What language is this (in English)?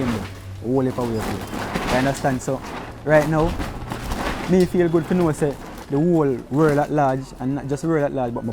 Jamaican Creole English